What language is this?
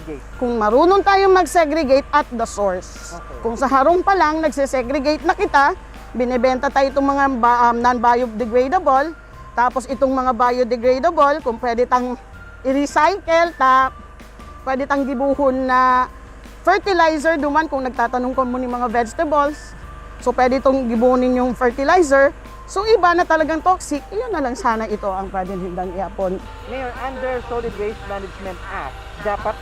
Bikol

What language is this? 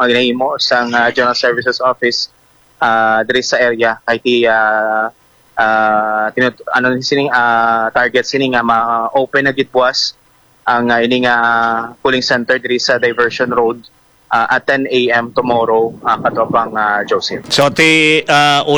Hiligaynon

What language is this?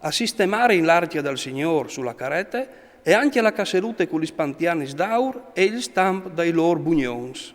Friulian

